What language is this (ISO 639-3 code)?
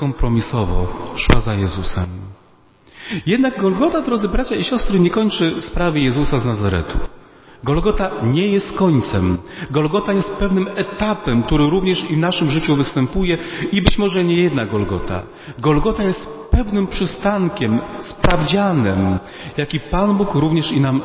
pol